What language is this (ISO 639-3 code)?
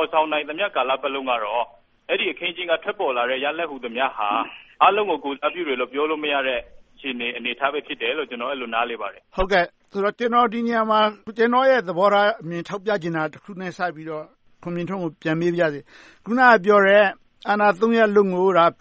mya